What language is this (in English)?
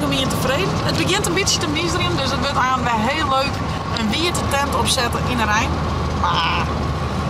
Western Frisian